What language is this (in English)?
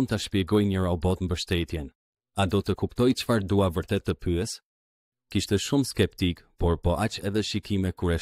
Albanian